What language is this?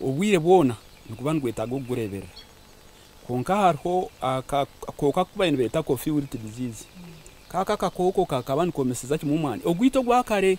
Nyankole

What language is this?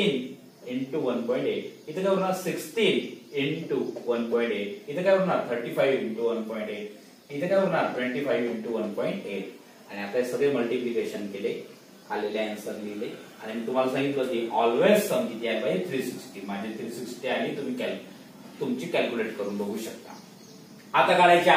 Marathi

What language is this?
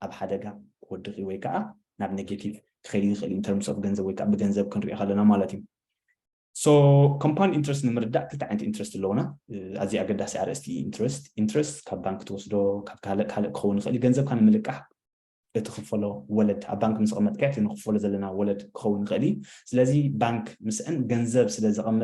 Tigrinya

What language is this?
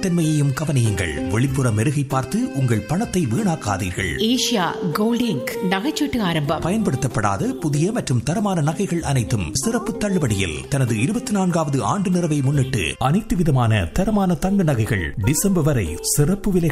Tamil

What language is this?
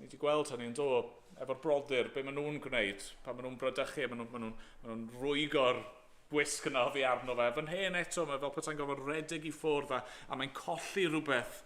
Welsh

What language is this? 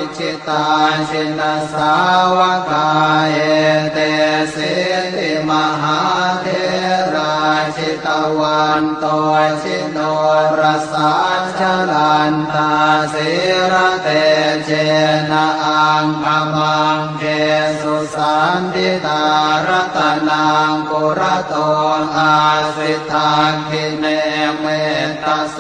Pali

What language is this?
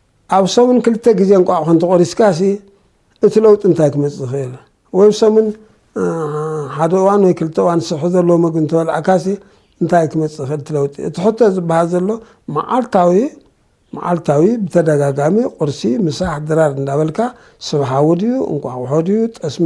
Tigrinya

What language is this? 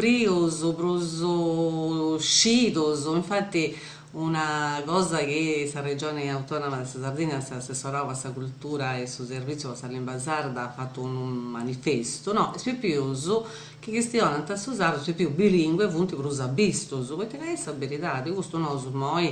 Sardinian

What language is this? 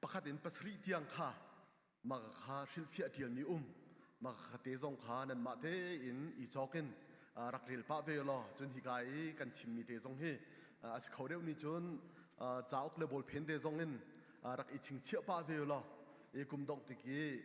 Hakha Chin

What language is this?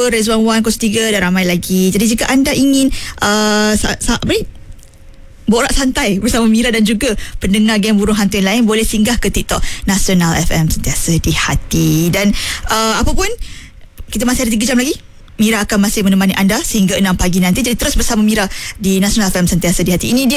Malay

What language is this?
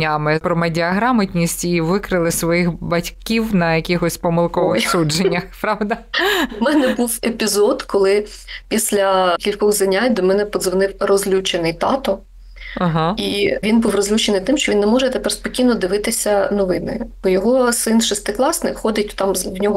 Ukrainian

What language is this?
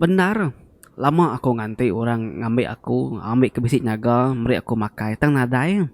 Iban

